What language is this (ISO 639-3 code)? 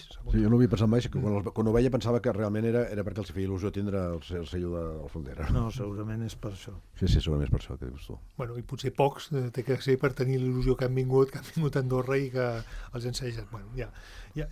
cat